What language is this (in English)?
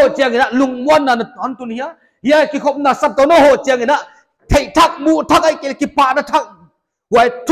Paite Chin